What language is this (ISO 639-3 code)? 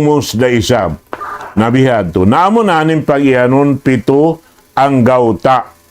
tsg